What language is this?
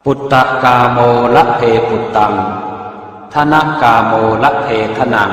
Pali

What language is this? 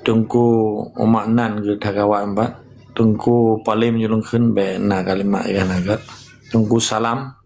Achinese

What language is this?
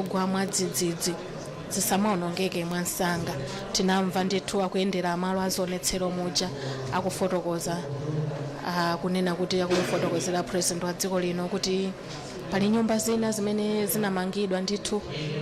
Nyanja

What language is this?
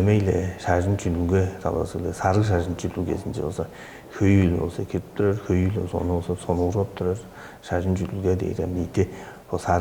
Tuvinian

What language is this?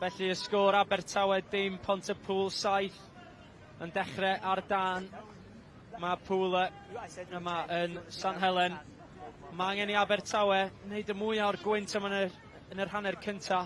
Welsh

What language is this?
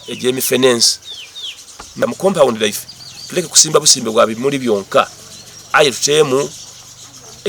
Soga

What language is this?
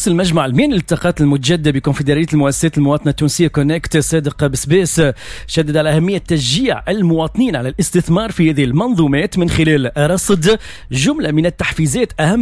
Tunisian Arabic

